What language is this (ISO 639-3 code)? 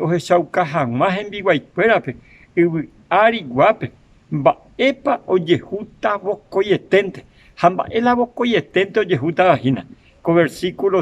grn